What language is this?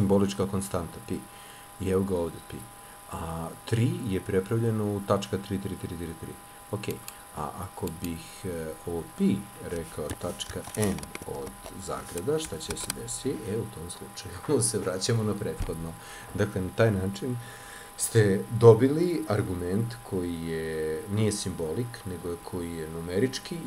Serbian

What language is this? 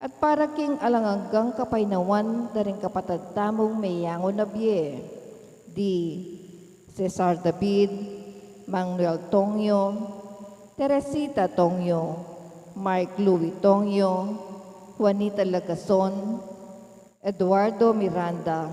Pampanga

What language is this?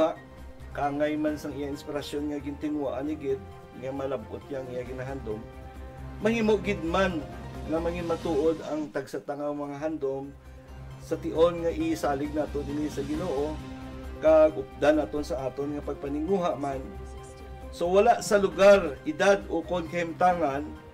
Hiligaynon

